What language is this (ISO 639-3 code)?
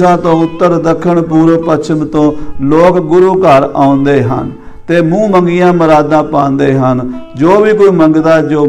pan